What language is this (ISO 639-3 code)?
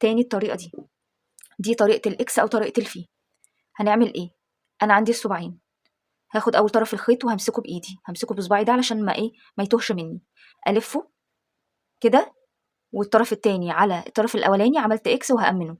arz